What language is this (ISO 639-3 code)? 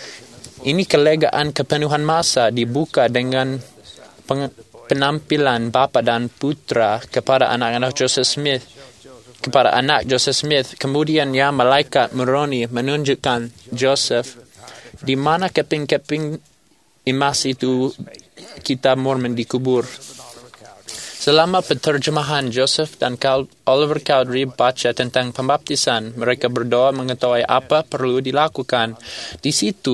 msa